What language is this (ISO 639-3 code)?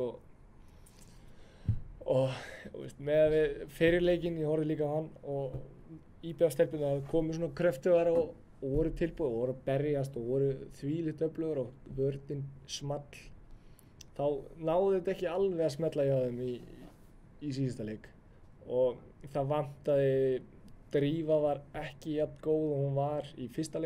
isl